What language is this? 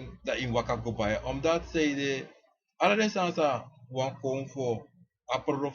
Sranan Tongo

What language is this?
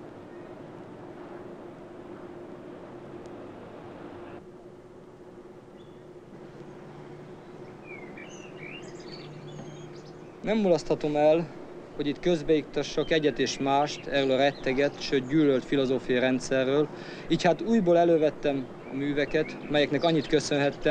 Hungarian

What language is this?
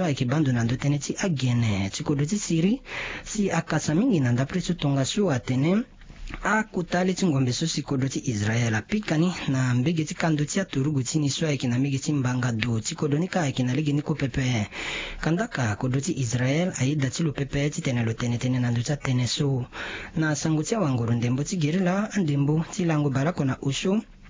Sango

